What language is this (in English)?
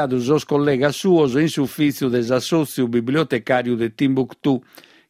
Sardinian